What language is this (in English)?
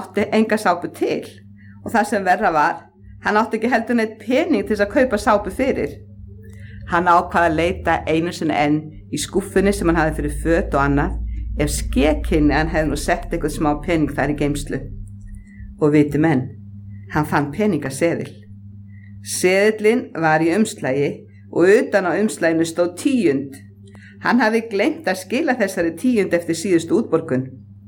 Icelandic